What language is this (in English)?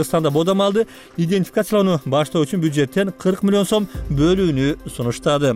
Kyrgyz